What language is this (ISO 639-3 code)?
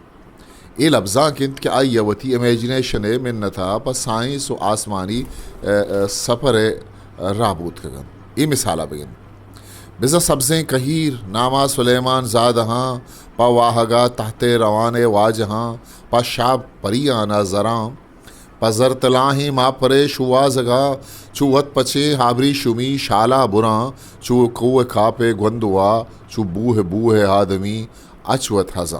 bgp